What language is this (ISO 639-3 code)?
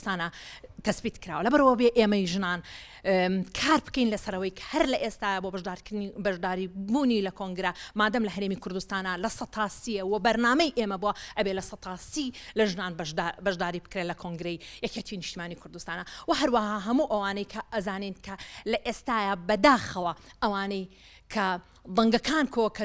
ckb